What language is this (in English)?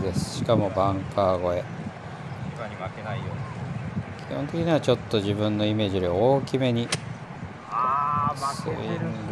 Japanese